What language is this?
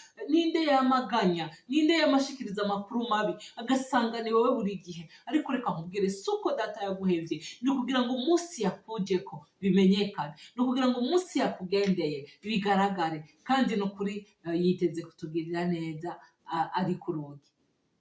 Rundi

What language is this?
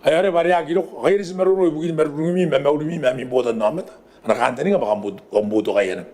Gilbertese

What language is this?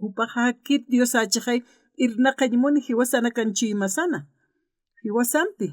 Aymara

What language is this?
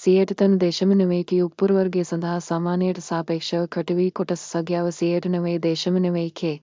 Sinhala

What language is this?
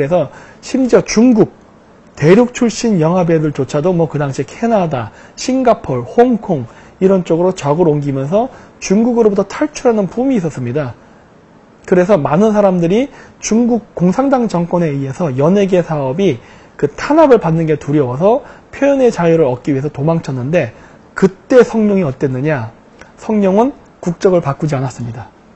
Korean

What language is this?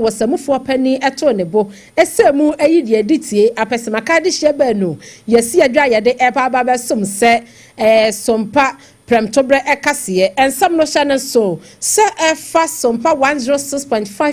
Akan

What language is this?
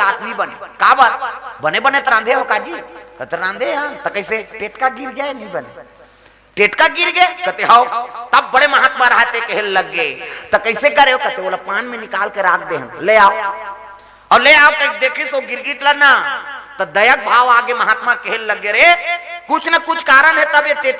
Chhattisgarhi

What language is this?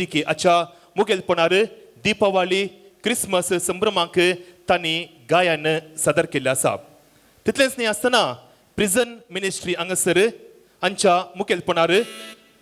Konkani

